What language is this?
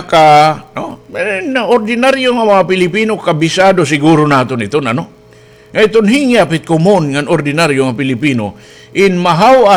Waray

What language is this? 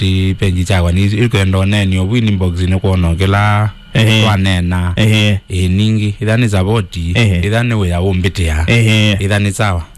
Kamba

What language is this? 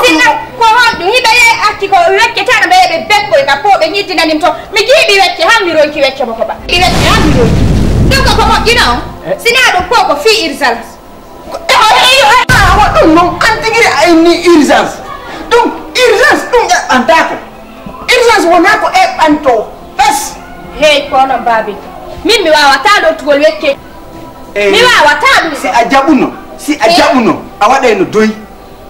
Fula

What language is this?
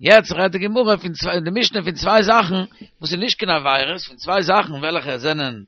Yiddish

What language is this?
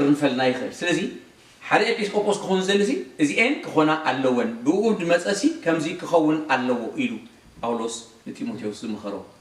Tigrinya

